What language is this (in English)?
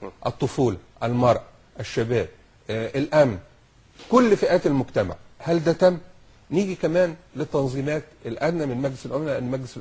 Egyptian Arabic